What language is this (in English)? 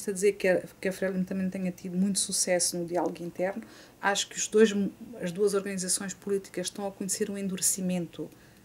Portuguese